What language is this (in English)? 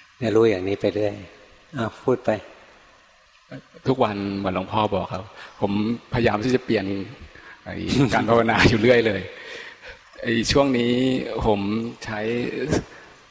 Thai